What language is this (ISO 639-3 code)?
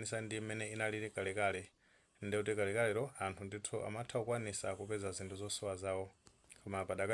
nya